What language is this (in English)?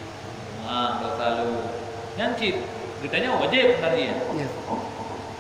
Achinese